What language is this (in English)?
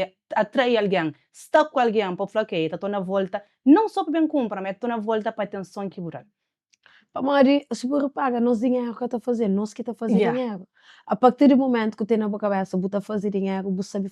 Kabuverdianu